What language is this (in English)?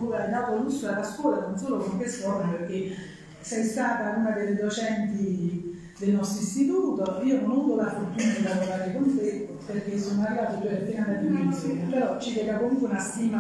Italian